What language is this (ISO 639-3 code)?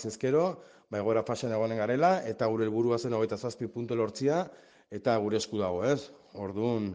eus